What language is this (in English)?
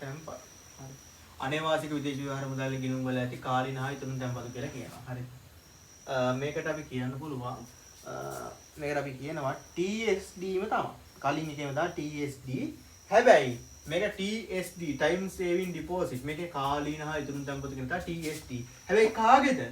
Sinhala